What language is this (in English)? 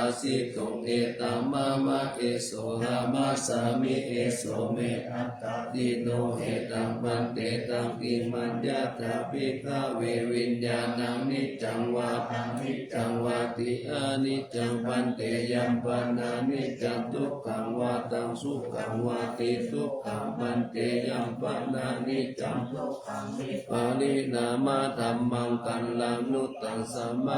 Pali